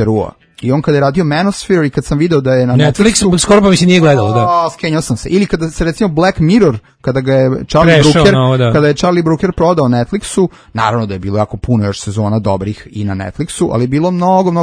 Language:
Serbian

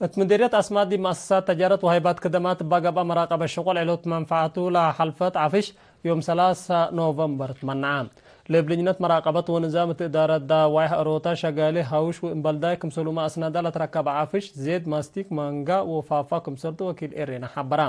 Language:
Tigre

